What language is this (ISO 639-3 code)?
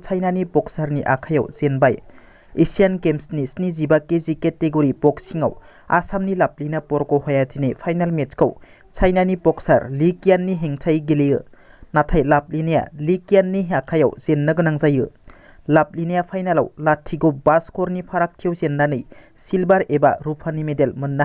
brx